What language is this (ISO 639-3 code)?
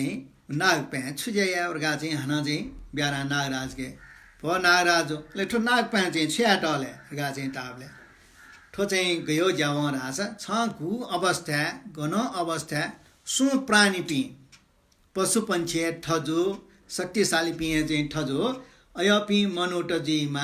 new